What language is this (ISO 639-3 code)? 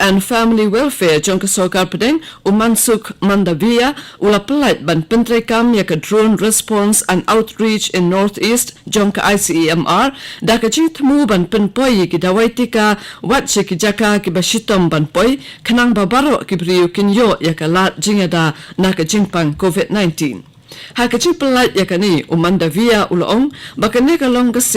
kha